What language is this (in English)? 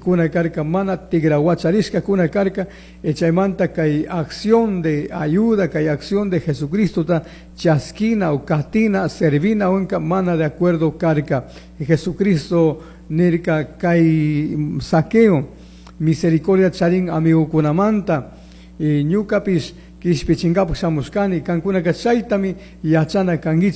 Chimborazo Highland Quichua